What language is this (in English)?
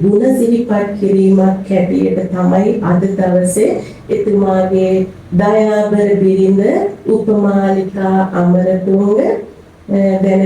Sinhala